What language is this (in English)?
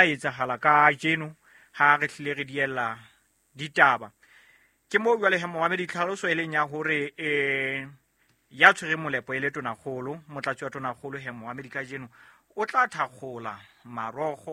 Southern Sotho